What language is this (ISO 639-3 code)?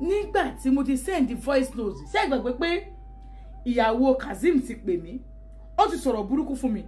yor